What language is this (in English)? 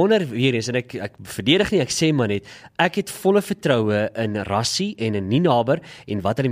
Afrikaans